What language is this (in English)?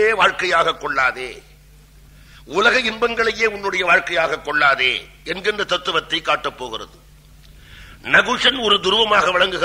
Tamil